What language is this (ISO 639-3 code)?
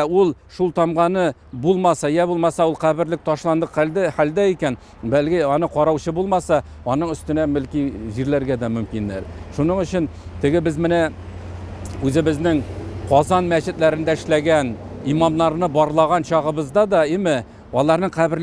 tat